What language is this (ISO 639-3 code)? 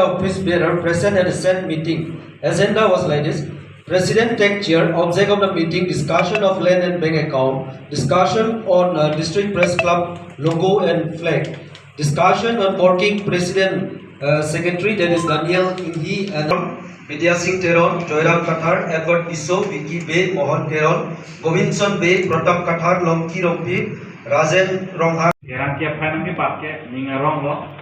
mjw